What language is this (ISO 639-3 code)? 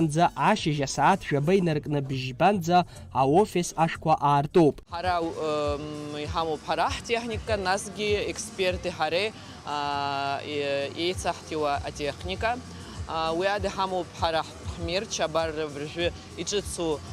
abk